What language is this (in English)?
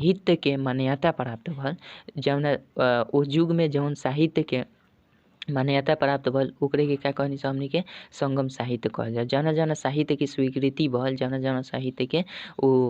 Bhojpuri